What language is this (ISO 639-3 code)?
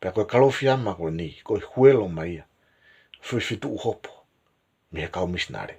ton